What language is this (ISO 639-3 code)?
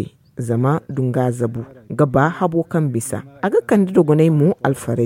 dje